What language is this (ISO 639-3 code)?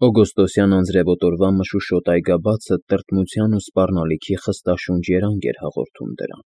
hye